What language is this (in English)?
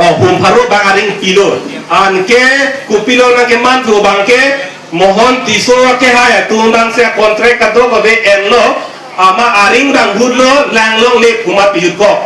Karbi